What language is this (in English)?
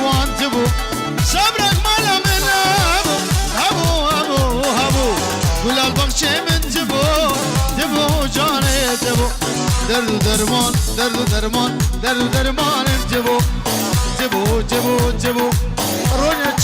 Kurdish